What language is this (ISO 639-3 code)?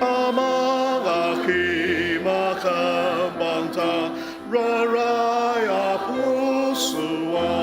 njo